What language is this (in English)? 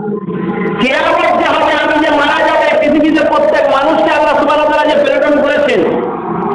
Bangla